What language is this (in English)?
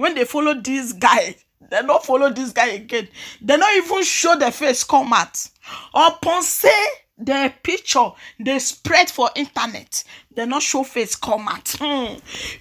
Nigerian Pidgin